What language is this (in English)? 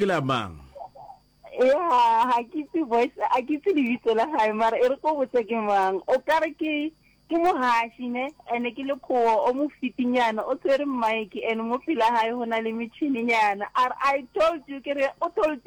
Northern Sotho